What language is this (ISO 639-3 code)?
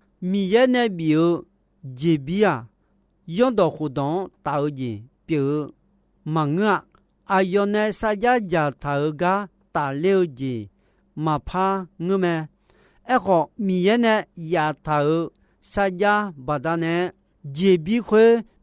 ahk